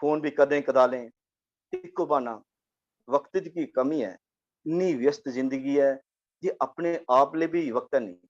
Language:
Dogri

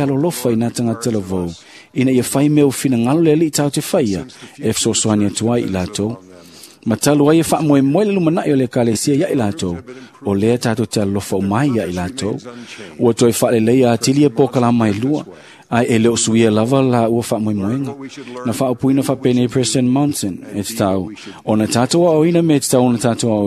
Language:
Samoan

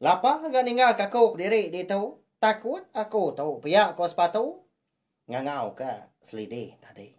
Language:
Iban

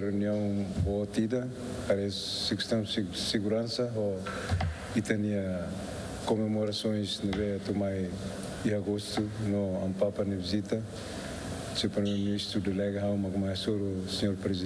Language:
Tetum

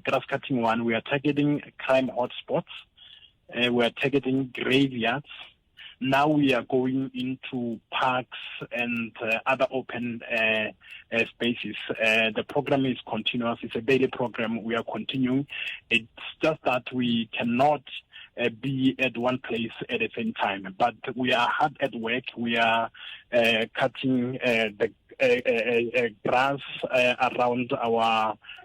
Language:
Tsonga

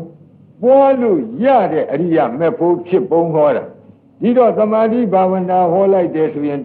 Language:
Burmese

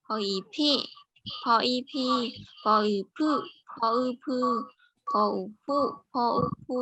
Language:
Shan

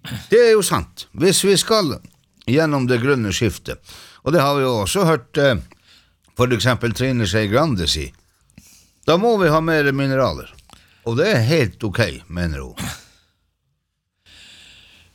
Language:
Norwegian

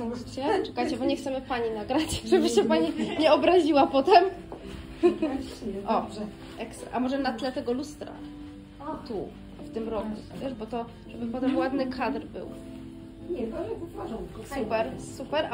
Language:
Polish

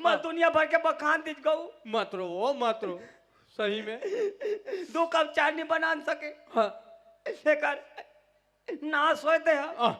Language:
Chhattisgarhi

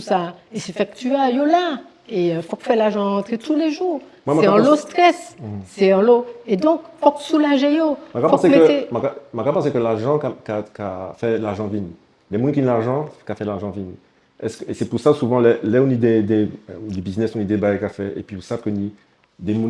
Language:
Guadeloupean Creole French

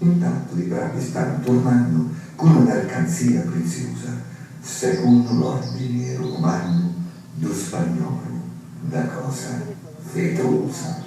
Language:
Sicilian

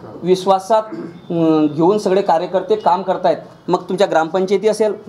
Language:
Marathi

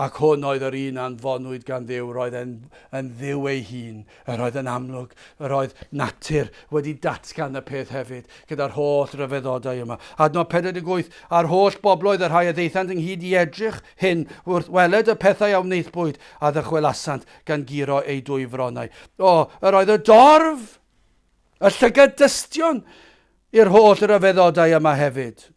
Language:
Welsh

